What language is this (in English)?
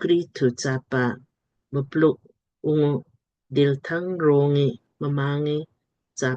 Lamkang